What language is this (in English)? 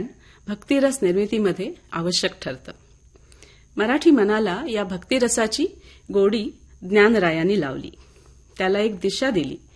Marathi